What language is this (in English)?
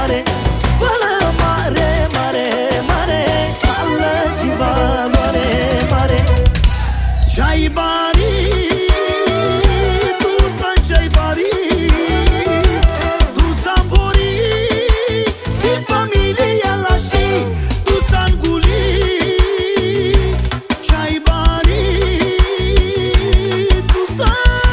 Romanian